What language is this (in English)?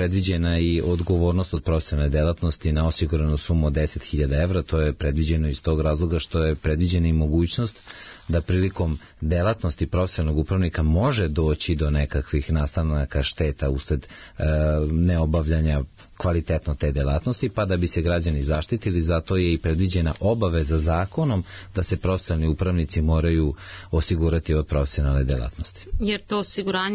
Serbian